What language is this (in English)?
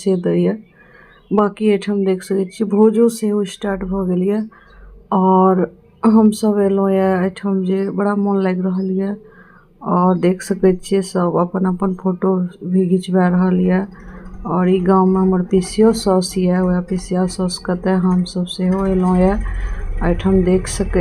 Maithili